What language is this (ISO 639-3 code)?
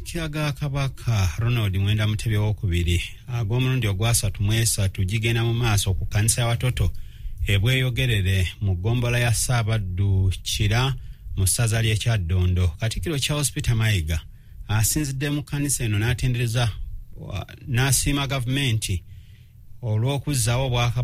lug